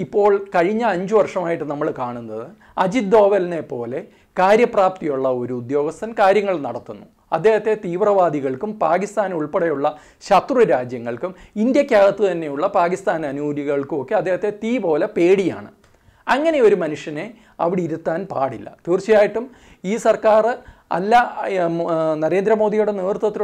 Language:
Malayalam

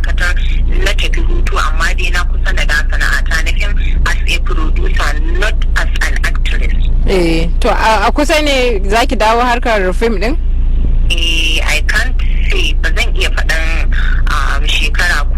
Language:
Hausa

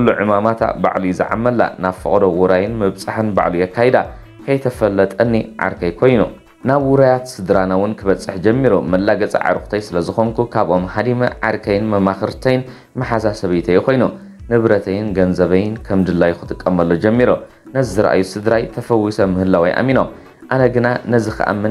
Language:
Tigrinya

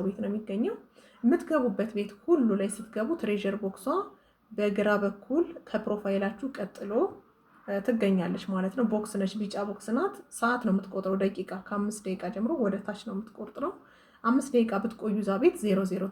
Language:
Amharic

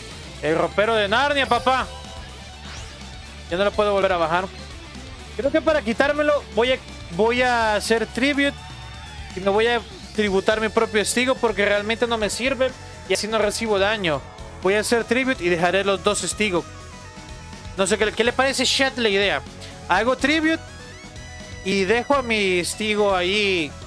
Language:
Spanish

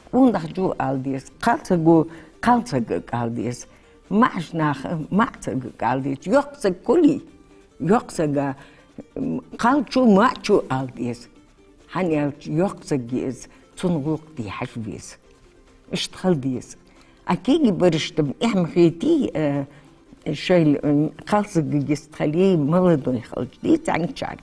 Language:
Ingush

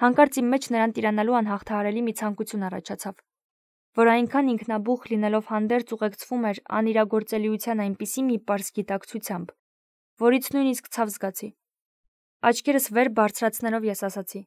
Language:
Armenian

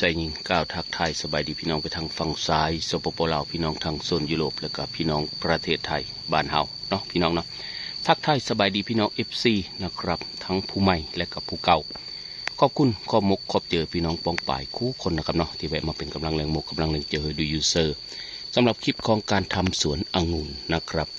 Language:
Northeastern Thai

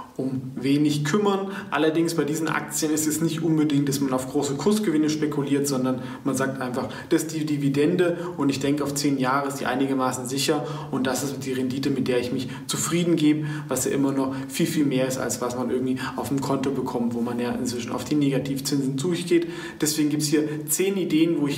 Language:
German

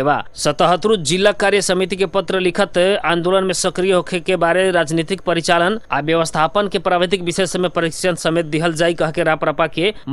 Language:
Bhojpuri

